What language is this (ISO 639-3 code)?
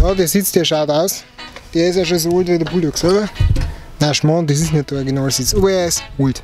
bar